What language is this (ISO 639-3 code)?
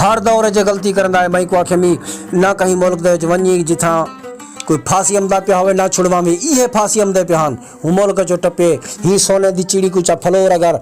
skr